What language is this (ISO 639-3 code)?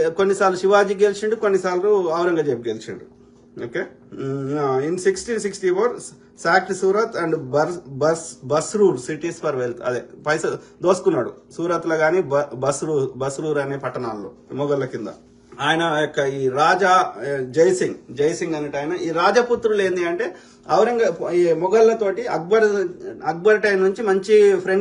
tel